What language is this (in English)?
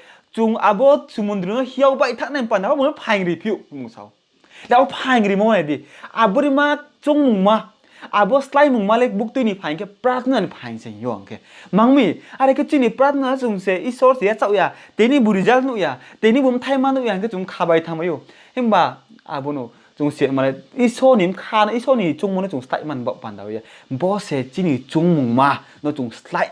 Riang (India)